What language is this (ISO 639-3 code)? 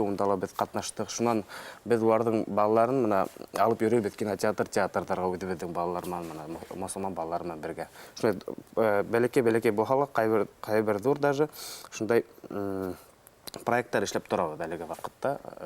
bak